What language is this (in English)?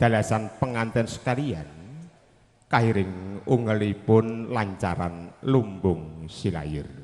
Javanese